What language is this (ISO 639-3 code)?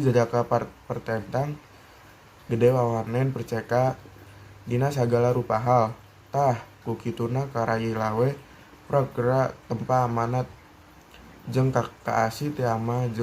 sun